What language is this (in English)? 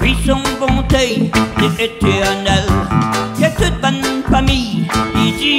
Réunion Creole French